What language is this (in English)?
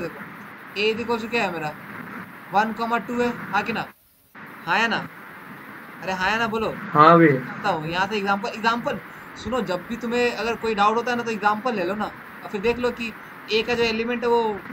Hindi